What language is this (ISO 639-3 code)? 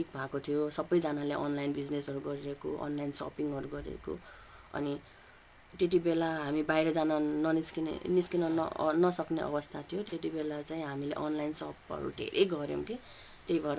nep